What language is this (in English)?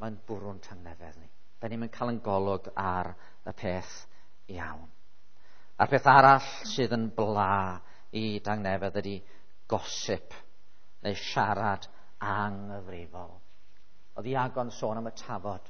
Welsh